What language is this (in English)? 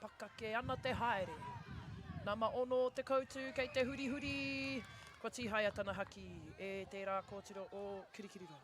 Māori